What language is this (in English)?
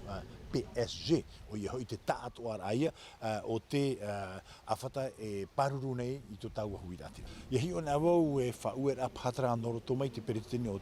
Tahitian